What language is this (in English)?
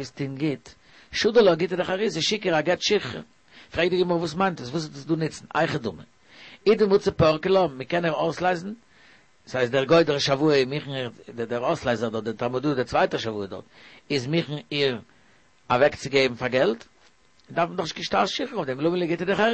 Yiddish